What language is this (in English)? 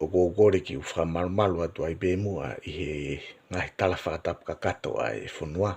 Tongan